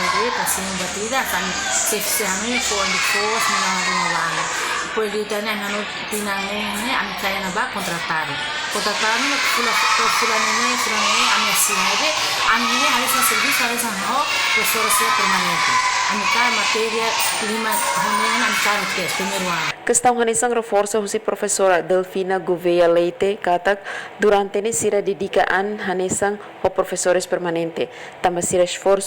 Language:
Tetum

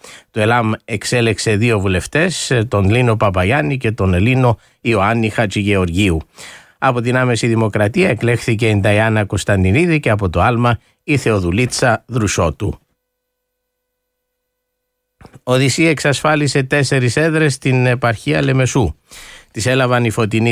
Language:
Greek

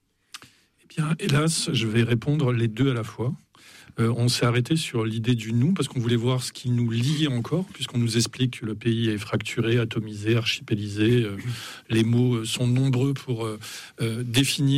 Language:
French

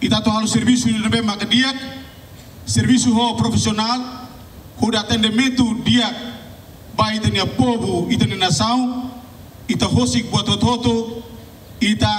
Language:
Tetum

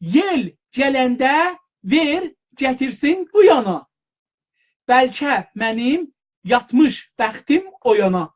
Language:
South Azerbaijani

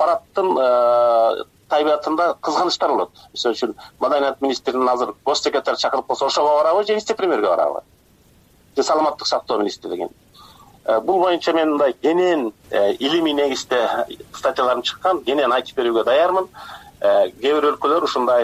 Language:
Kyrgyz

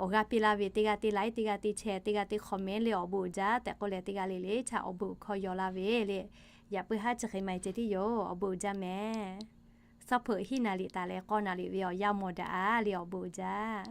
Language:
Lahu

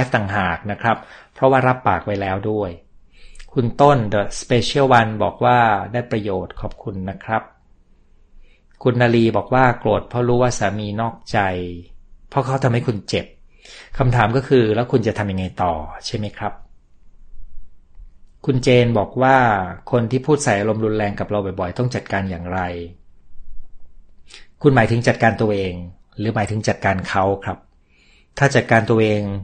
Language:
Thai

